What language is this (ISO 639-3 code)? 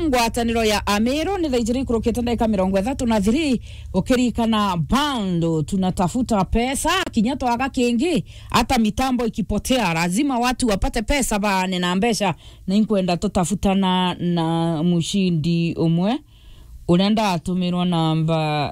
mer